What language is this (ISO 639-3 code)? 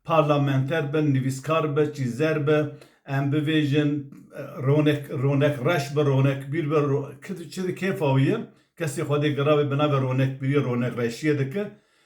kur